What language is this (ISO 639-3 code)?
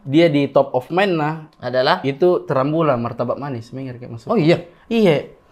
mfp